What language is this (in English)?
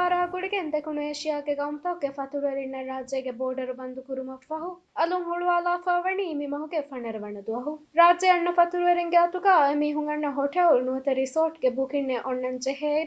Divehi